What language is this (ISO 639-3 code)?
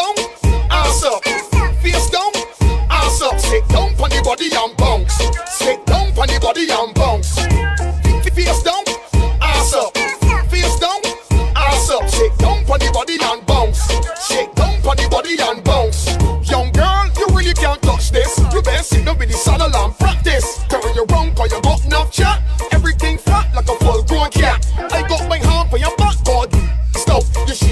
eng